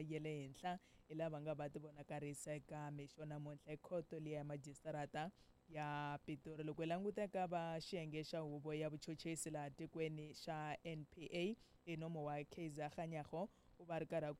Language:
Tsonga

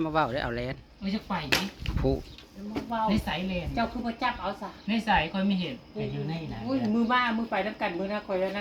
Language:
Northeastern Thai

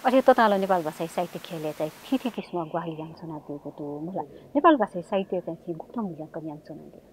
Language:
Newari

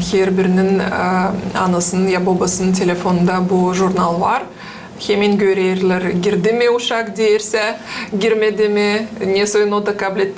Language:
Gagauz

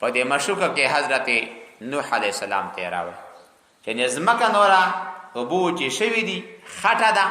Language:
Pashto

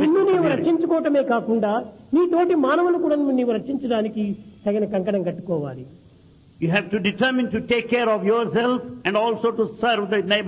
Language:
Telugu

